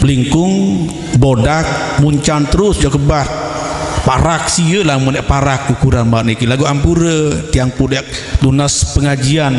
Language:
Sasak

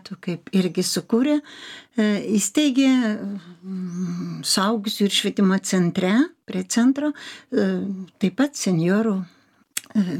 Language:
Lithuanian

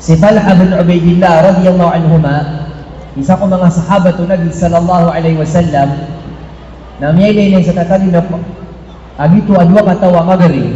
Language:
Maranao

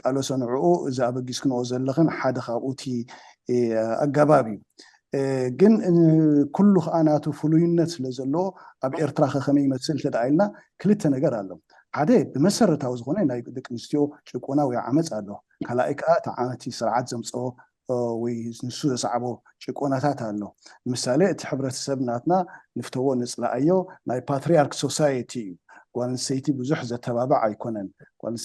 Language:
Tigrinya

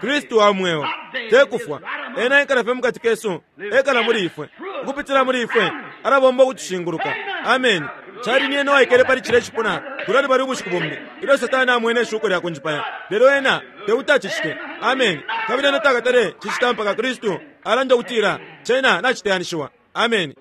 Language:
Bemba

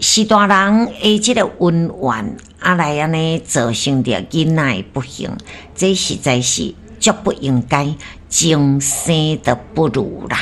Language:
Min Nan Chinese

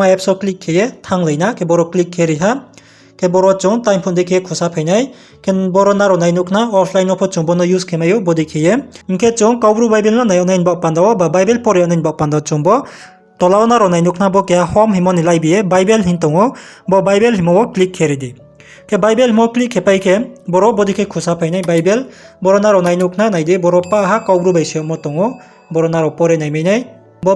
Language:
Riang (India)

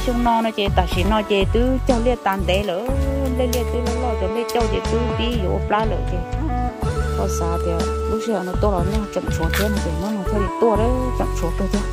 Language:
Hmong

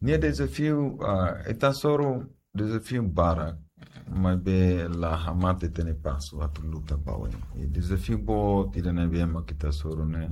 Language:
Tetum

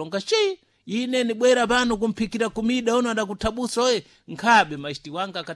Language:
Sena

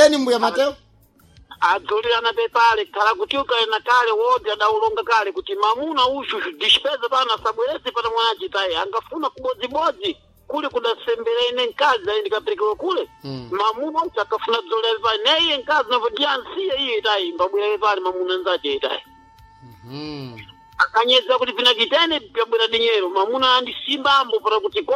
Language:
Sena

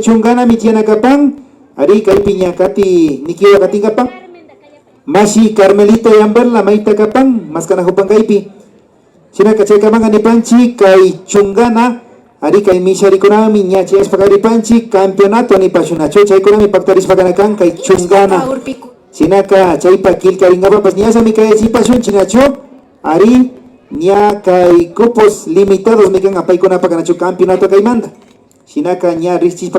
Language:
Imbabura Highland Quichua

